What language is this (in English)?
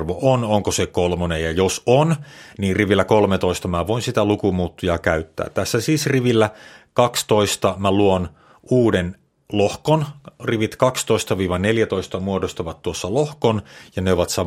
Finnish